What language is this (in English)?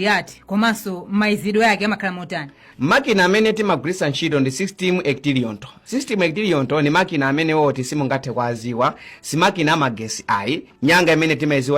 Nyanja